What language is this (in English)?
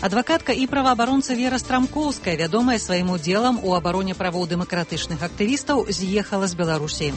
Belarusian